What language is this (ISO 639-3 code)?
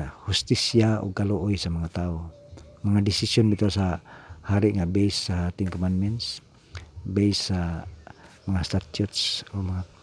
ceb